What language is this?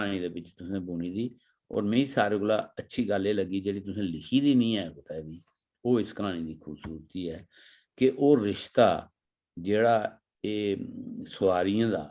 Dogri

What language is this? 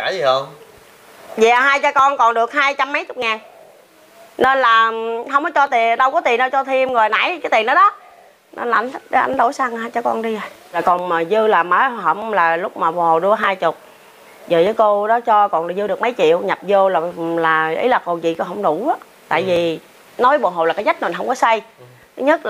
Vietnamese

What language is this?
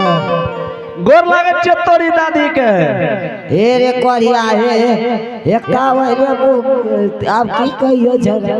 Angika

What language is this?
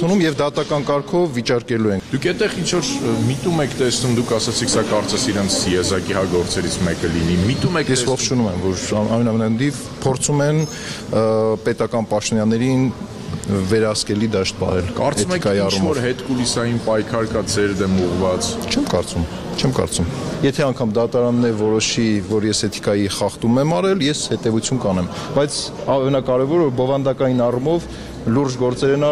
Armenian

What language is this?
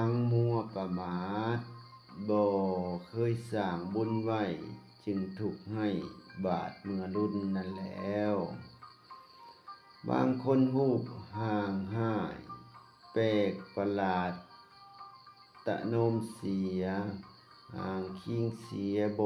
Lao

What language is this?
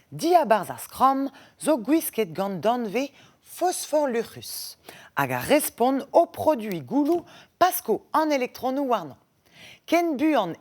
Breton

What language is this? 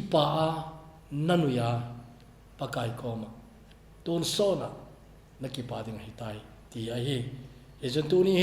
Thado Chin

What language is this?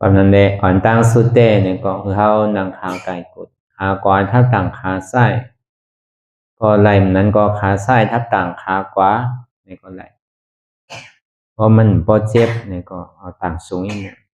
Shan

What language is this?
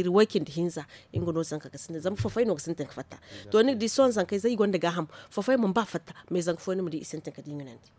Zarma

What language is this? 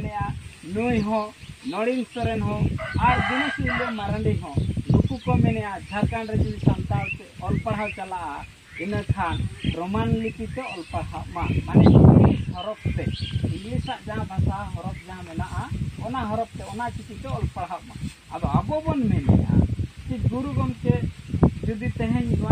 Santali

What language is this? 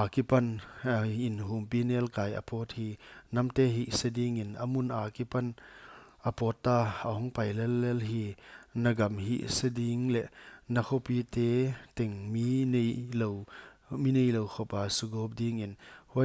Paite Chin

